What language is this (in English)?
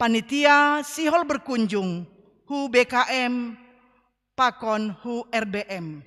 Batak Simalungun